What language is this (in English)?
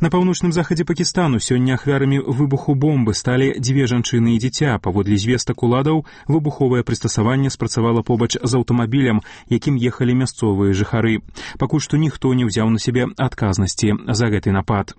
Belarusian